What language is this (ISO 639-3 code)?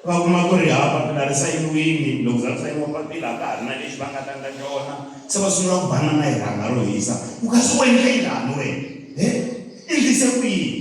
tso